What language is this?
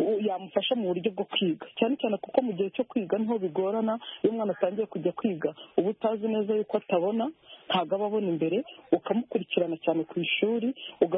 Kinyarwanda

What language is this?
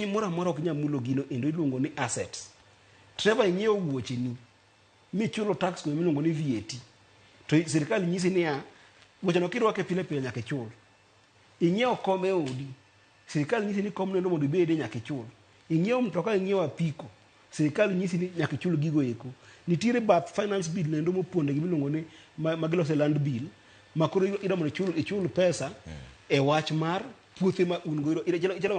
Luo (Kenya and Tanzania)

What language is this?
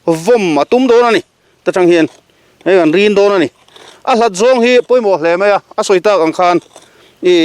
Mizo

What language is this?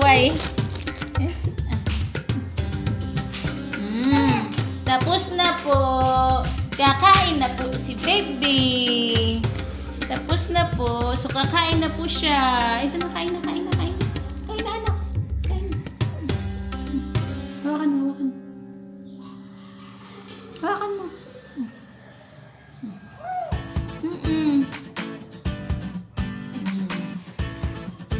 Filipino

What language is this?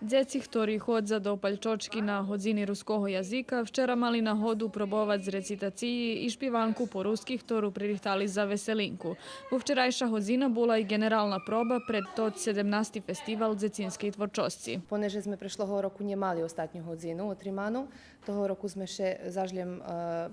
Rusyn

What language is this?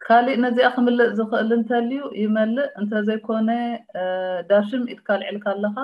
Tigrinya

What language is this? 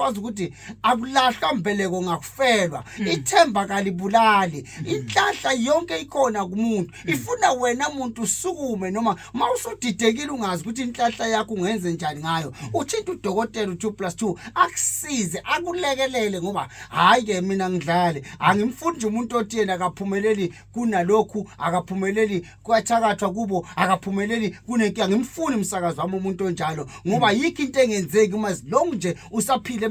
Zulu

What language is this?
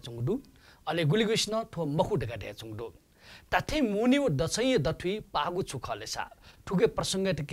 Newari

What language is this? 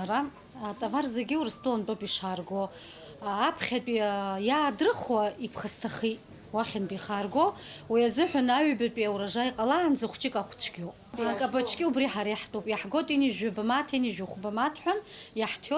Abkhazian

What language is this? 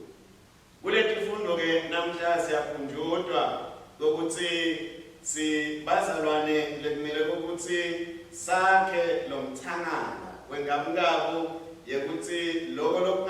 Swati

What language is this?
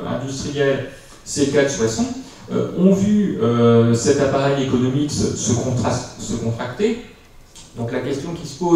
French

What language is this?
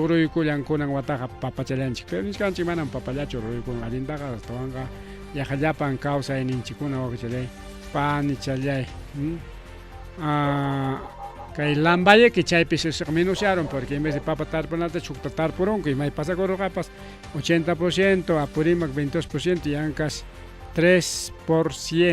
Ayacucho Quechua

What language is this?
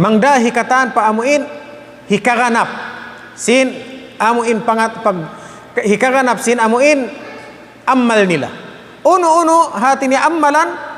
Tausug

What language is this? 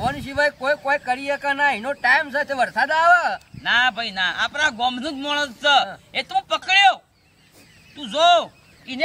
Gujarati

